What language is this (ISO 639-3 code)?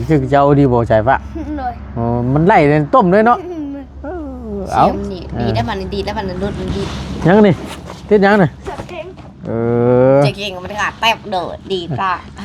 tts